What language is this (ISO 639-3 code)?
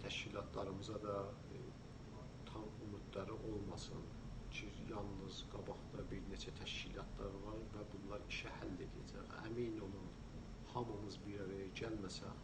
azb